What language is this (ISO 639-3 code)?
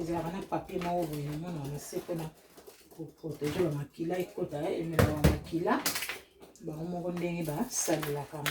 lin